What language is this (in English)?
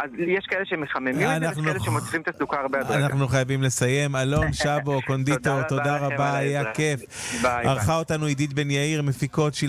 Hebrew